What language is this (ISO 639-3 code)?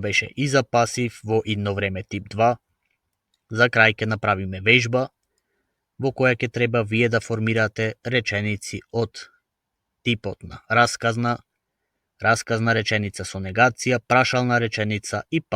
mkd